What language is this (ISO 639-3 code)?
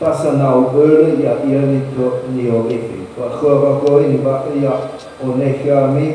nia